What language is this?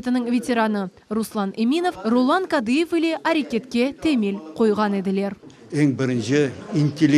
Crimean Tatar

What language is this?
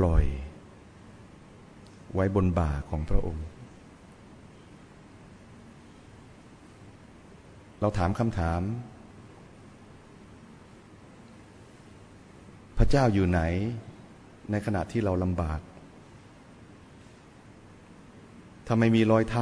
Thai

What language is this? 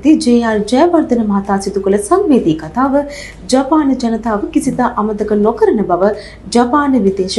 Sinhala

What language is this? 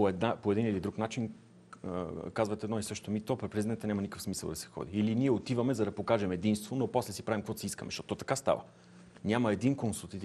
Bulgarian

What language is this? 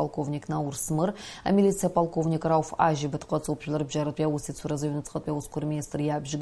Abkhazian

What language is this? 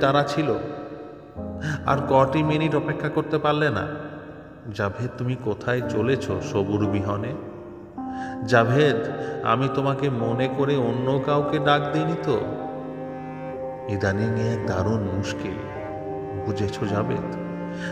Bangla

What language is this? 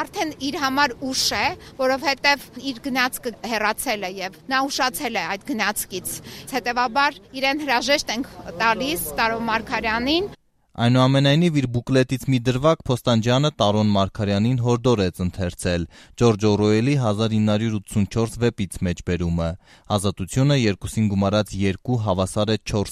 Armenian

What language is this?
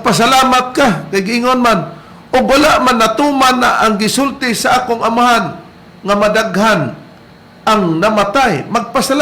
Cebuano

